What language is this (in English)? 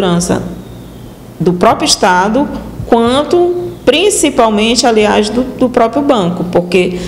Portuguese